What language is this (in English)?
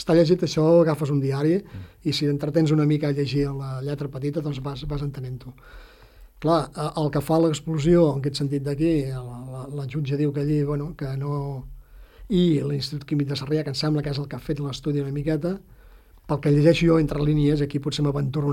Catalan